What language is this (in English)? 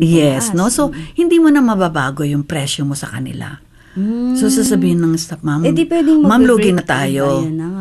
Filipino